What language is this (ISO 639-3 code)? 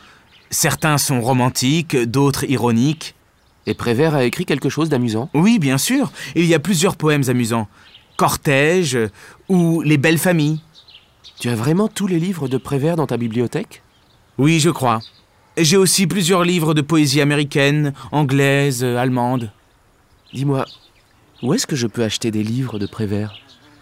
fra